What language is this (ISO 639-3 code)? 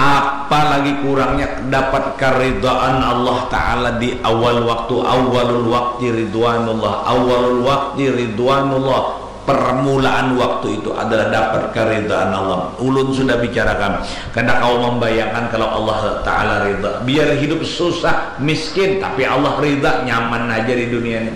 bjn